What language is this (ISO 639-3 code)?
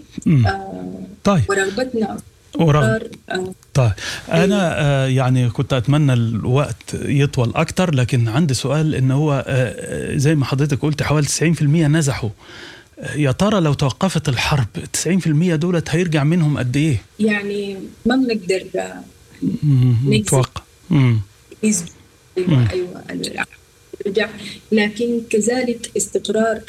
apd